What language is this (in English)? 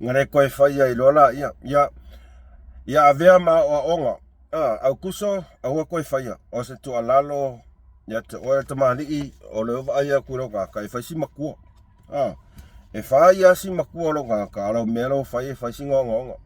Samoan